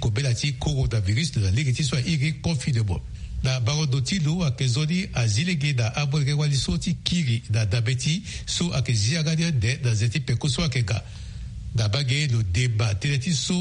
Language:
Sango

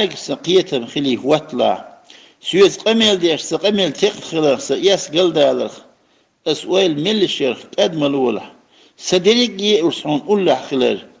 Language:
Chechen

